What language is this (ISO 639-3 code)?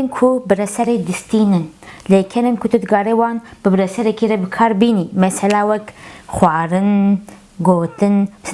kur